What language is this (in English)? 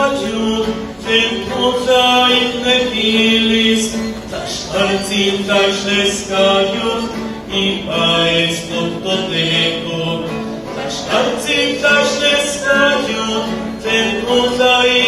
Nahuatl languages